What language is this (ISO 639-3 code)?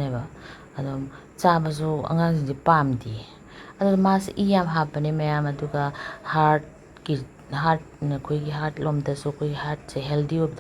mni